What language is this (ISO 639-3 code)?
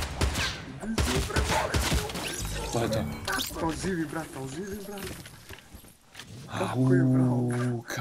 srp